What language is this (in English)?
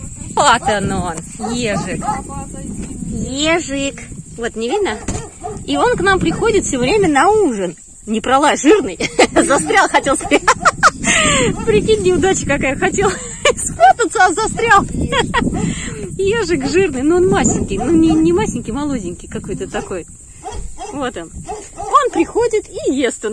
Russian